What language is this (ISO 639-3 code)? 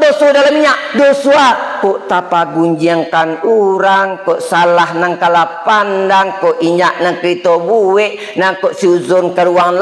min